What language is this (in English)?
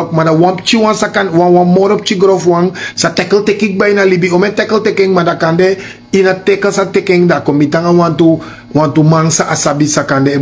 Sranan Tongo